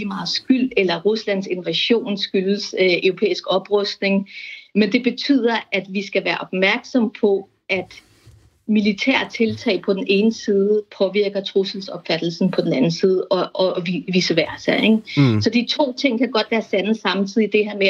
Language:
Danish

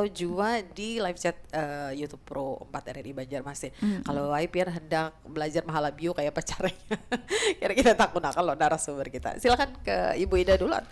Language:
Banjar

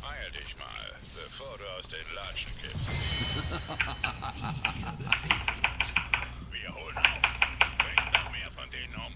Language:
Swiss German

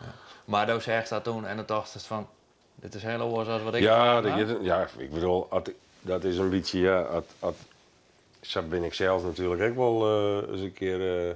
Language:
Western Frisian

